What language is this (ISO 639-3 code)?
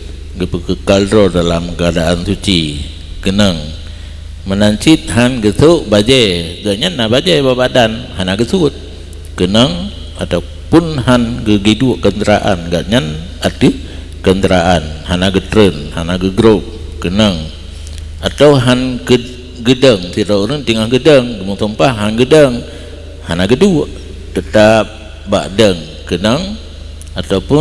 ace